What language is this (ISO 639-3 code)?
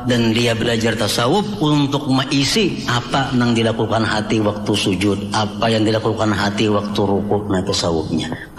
bjn